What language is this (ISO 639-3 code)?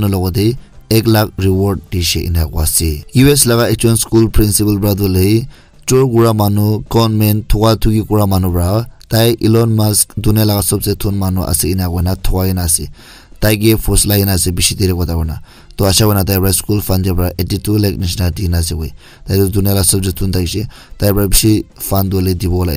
nag